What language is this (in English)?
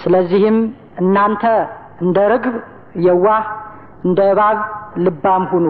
Amharic